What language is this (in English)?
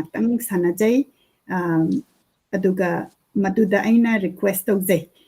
Manipuri